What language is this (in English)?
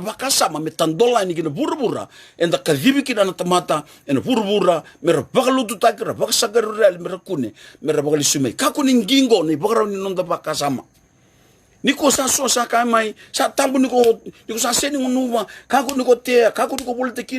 Fijian